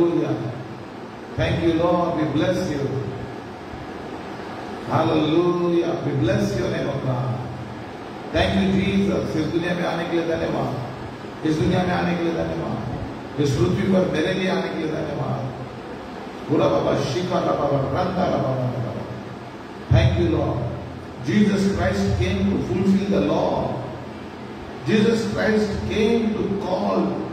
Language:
Hindi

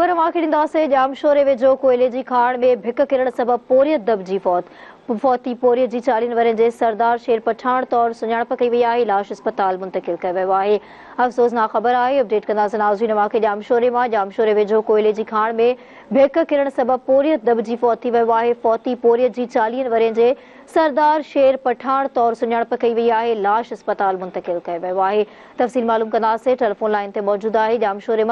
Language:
Sindhi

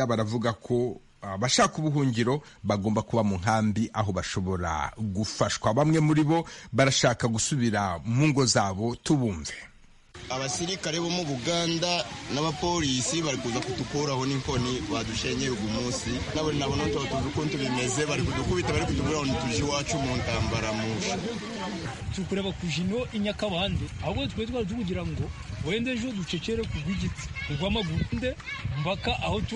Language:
Kinyarwanda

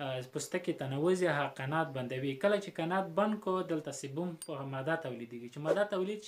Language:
Pashto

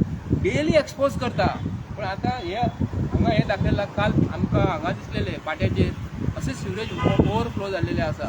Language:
Konkani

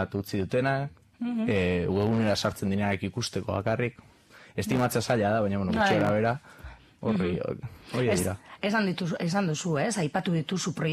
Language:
Basque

